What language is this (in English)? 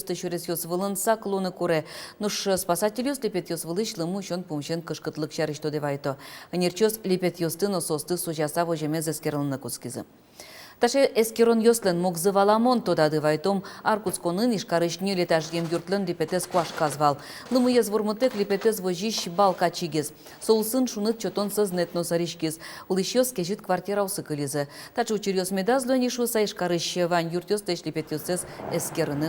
Udmurt